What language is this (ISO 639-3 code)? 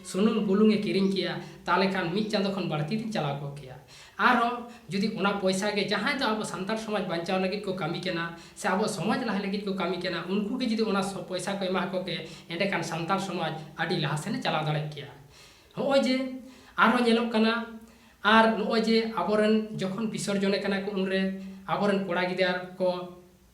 sat